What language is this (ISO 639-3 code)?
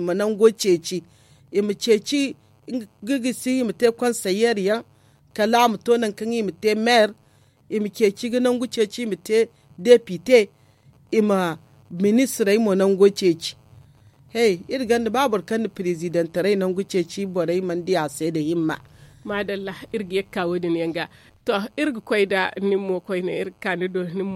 dje